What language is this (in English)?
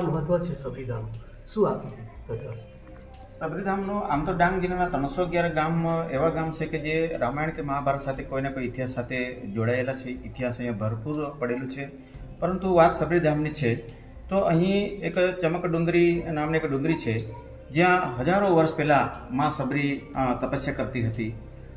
Gujarati